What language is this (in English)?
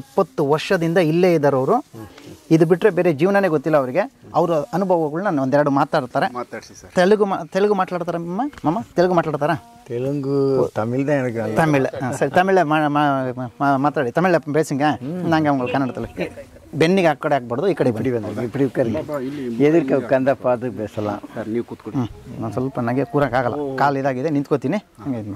Kannada